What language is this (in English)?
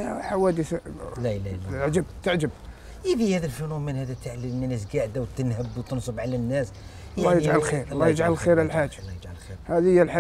Algerian Arabic